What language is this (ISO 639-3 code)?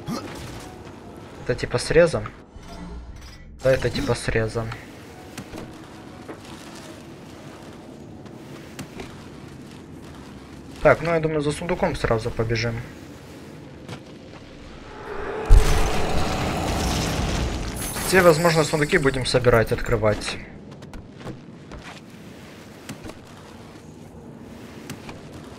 rus